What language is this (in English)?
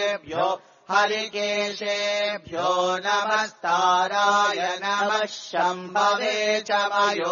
Sanskrit